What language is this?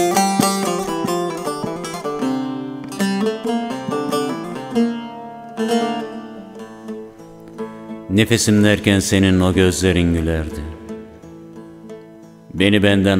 Turkish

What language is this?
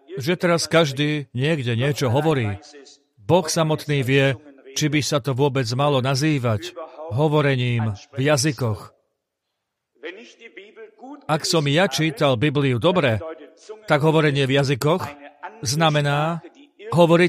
Slovak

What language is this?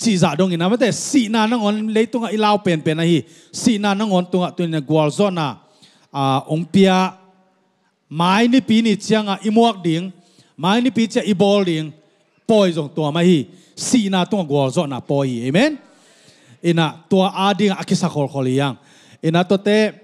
Tedim Chin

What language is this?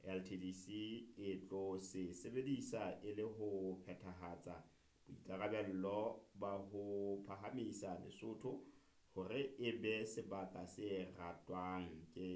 Southern Sotho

